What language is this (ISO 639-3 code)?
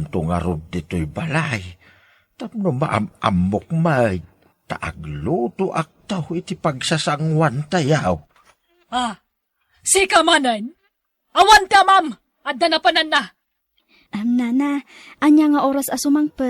ilo